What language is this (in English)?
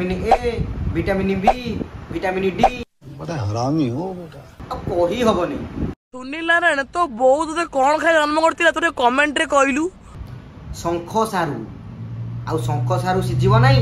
Odia